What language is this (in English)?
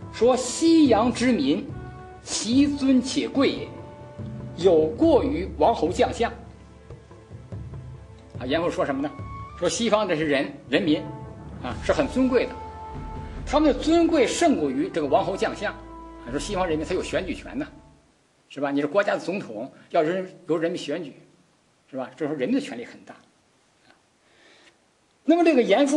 Chinese